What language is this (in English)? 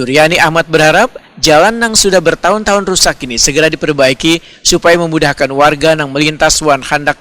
Banjar